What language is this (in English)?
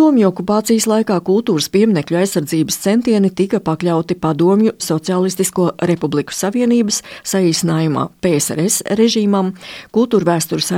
Latvian